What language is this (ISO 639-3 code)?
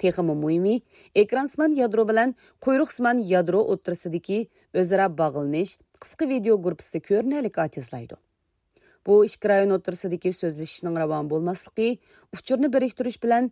uig